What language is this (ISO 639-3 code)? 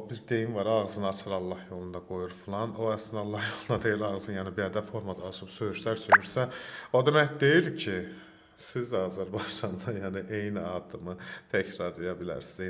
aze